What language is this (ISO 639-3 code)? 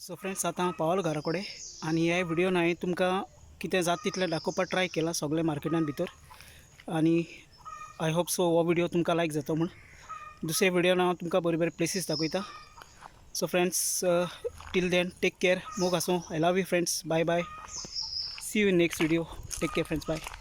kok